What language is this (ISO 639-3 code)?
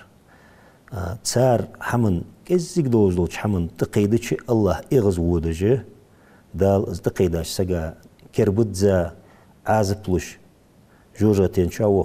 inh